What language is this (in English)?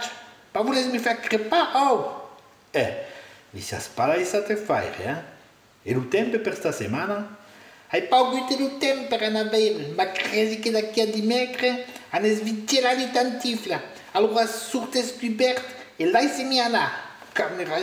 Occitan